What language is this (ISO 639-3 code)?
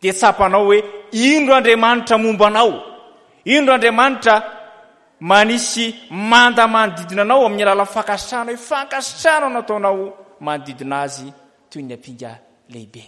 mlg